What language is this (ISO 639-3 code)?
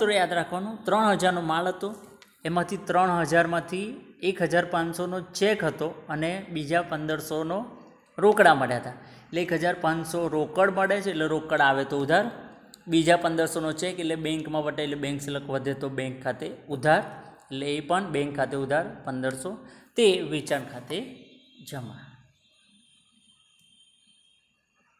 guj